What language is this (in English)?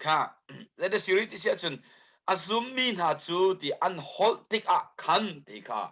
Hakha Chin